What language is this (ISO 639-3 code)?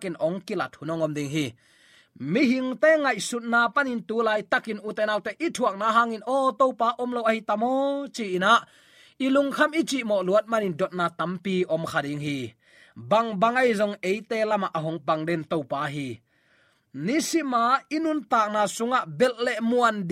ctd